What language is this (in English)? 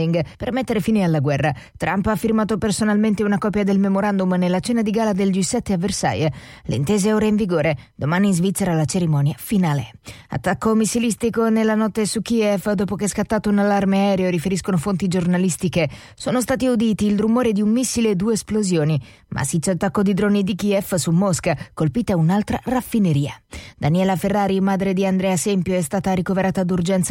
Italian